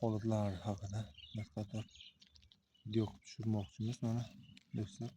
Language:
Uzbek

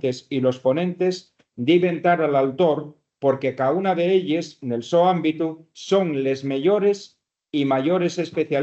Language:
Asturian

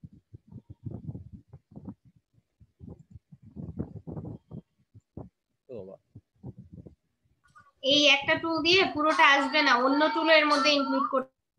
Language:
Bangla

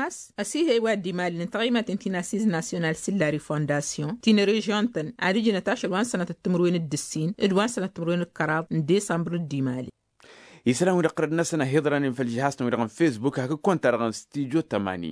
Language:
Tamasheq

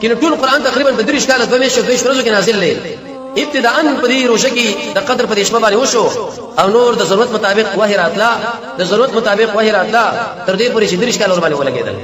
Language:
Pashto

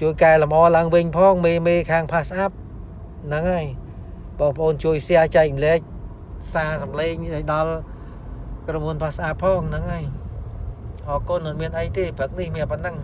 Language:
Khmer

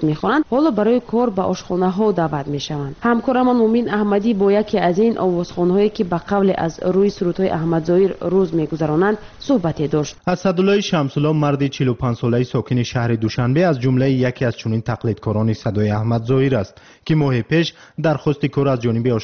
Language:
Tajik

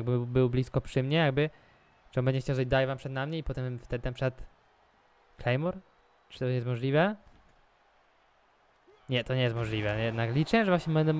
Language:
Polish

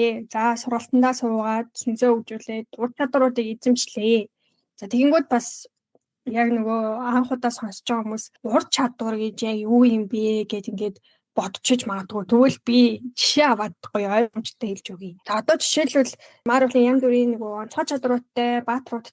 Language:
Mongolian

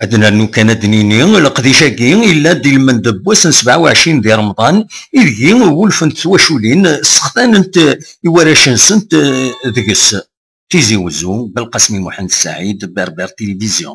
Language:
Kabyle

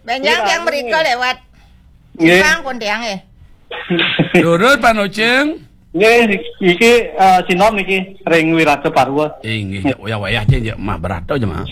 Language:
Balinese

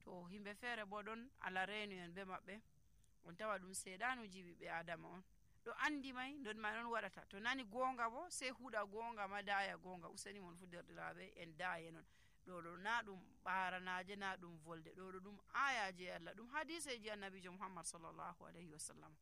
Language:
Nigerian Fulfulde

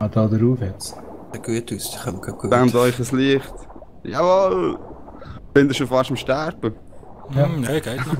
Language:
Swiss German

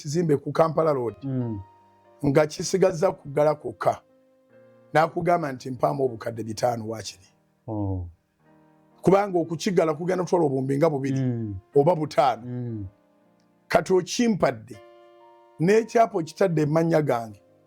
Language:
Ganda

